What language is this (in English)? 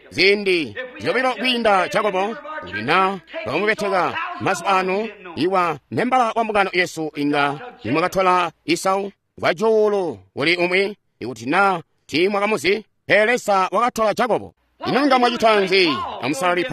Tonga (Zambia)